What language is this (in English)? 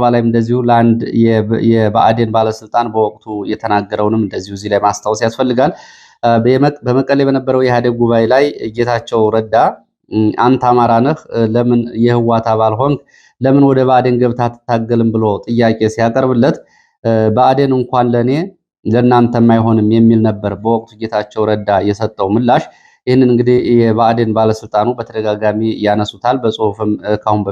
Amharic